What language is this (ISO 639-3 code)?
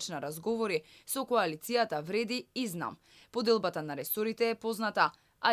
mkd